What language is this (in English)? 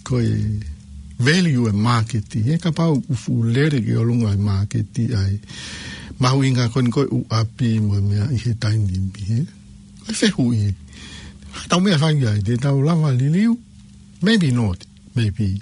Tongan